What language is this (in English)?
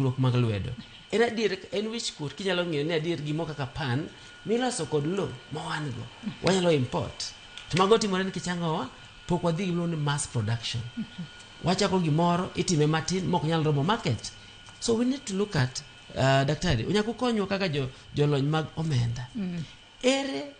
Luo (Kenya and Tanzania)